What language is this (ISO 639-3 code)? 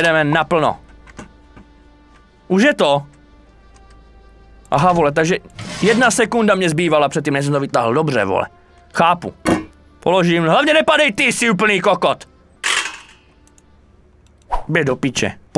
ces